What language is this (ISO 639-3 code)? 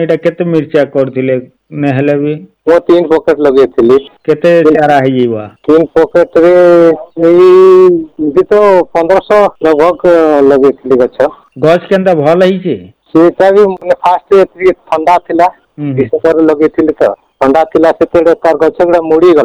ori